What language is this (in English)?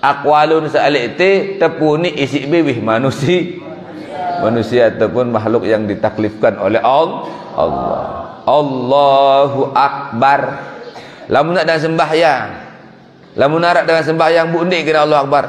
Sasak